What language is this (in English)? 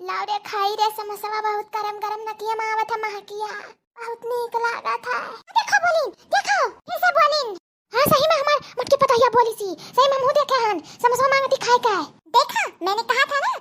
Awadhi